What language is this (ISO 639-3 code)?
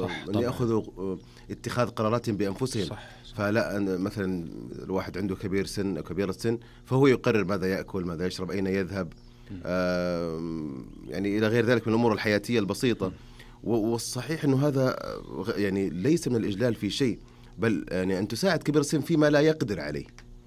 ars